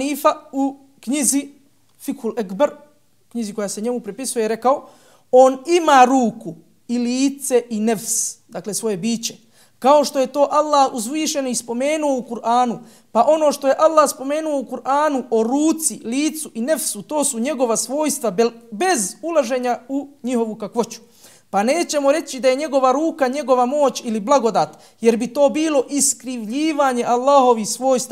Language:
Bosnian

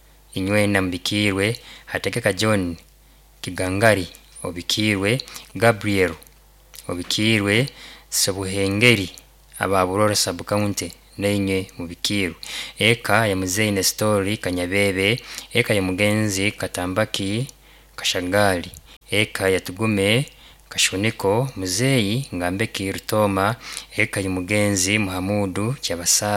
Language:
Nyankole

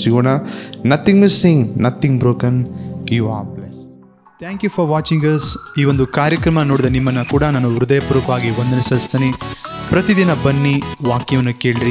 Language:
Kannada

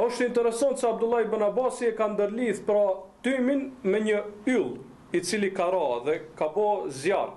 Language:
Albanian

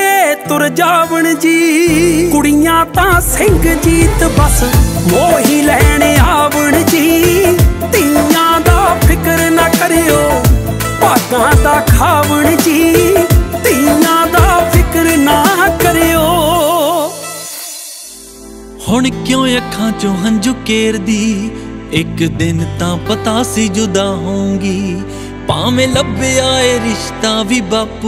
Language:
Punjabi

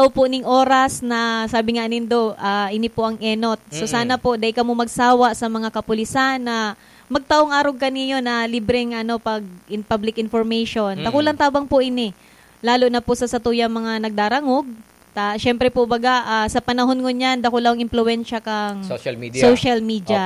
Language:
Bikol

